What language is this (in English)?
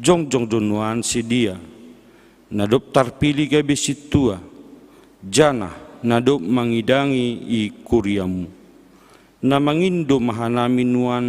Batak Simalungun